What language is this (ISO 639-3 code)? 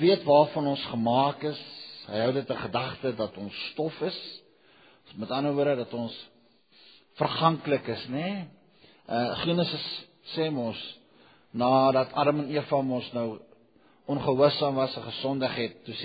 afr